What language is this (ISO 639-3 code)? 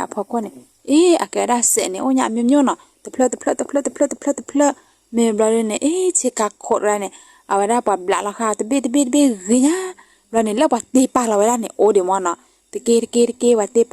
ksw